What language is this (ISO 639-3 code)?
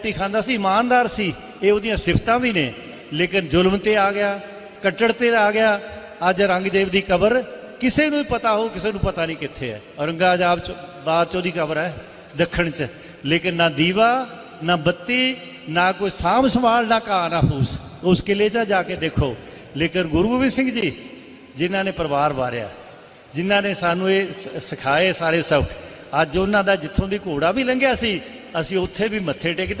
pan